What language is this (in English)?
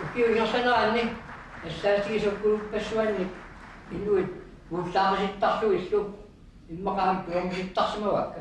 Kalaallisut